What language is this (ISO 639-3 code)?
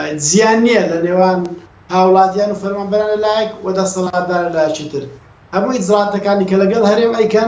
ckb